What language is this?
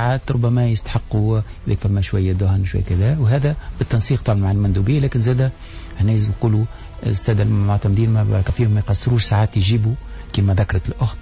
Tunisian Arabic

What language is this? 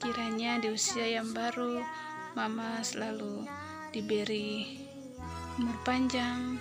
Ambonese Malay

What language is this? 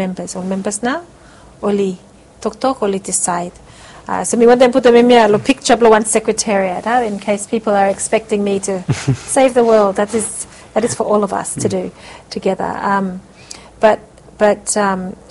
Bislama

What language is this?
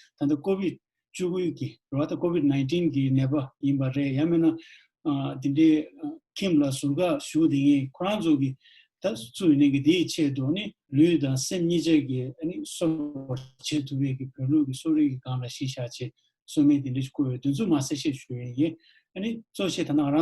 Tibetan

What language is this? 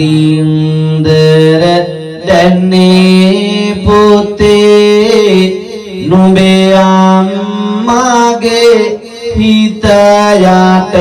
Sinhala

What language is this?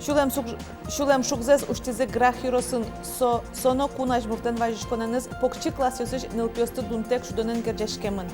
Udmurt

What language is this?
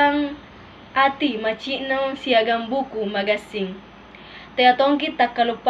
Makasar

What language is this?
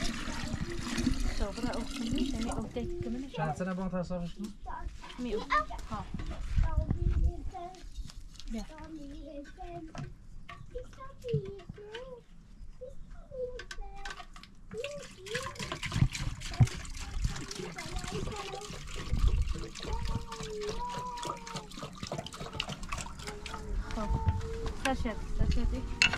Persian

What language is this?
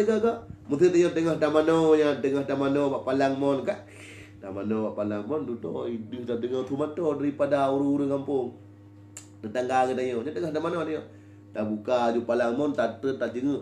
Achinese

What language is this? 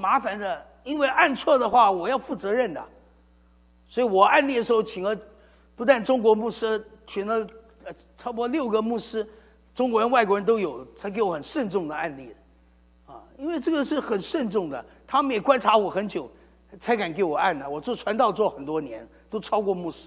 Chinese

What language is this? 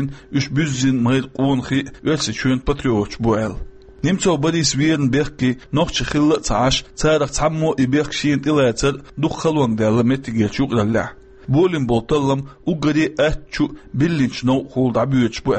Chechen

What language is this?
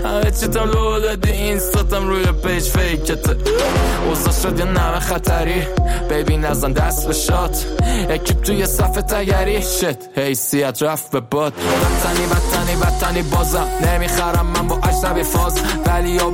Persian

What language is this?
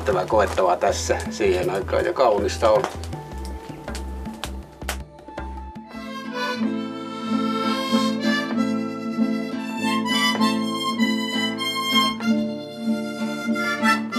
Finnish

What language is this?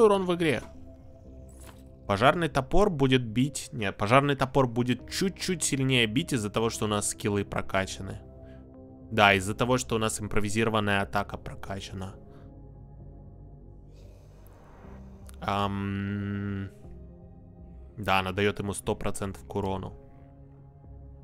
Russian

